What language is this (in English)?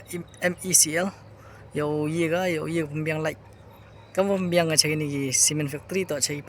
Khasi